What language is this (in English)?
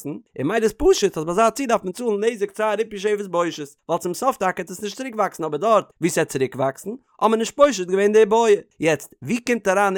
Yiddish